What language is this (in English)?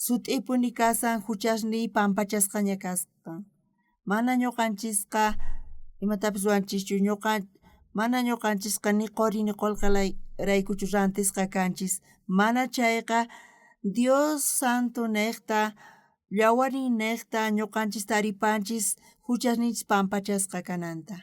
South Bolivian Quechua